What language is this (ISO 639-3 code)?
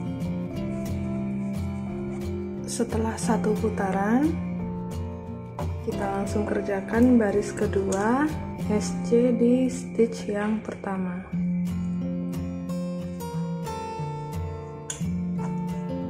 ind